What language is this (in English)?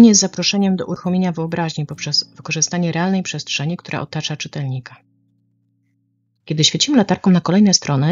Polish